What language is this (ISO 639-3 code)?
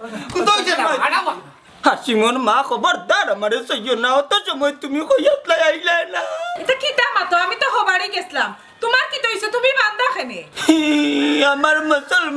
syl